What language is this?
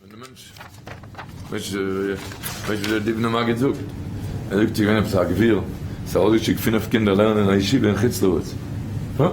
Yiddish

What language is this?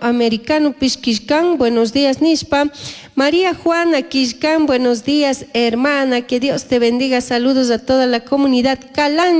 Chimborazo Highland Quichua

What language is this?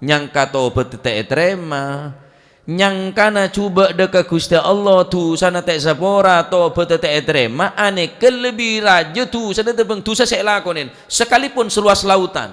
Madurese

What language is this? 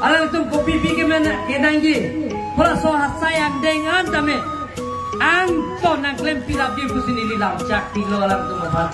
Karbi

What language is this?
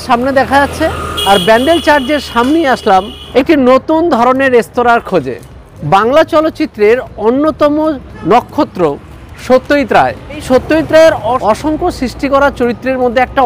Bangla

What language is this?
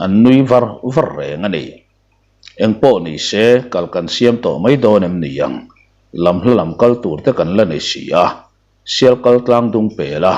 Mizo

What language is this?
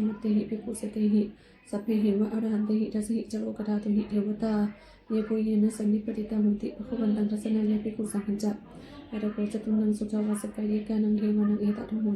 Pali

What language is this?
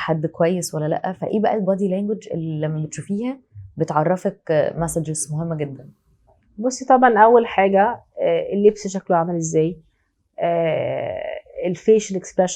Egyptian Arabic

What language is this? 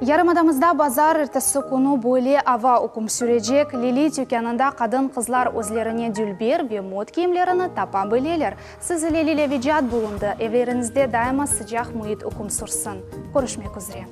Crimean Tatar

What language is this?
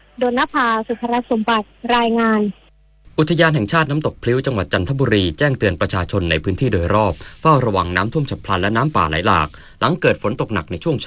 Thai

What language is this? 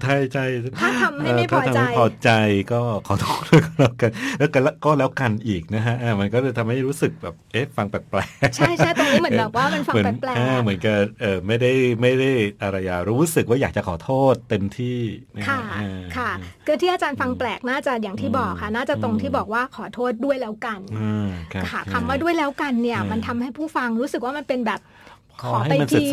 Thai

